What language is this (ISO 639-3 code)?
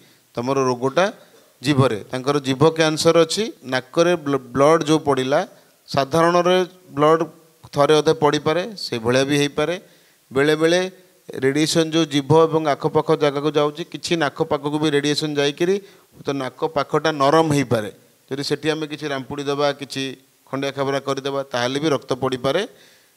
ori